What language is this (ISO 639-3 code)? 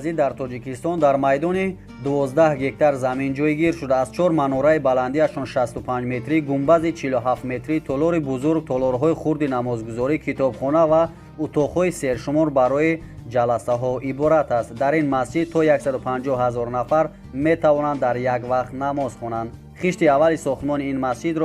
tgk